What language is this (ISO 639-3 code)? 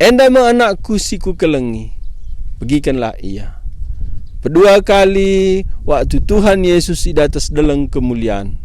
btx